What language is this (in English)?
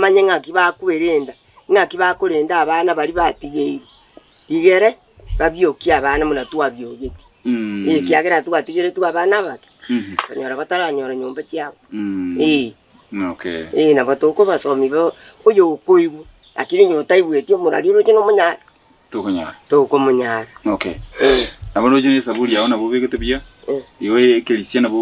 Gusii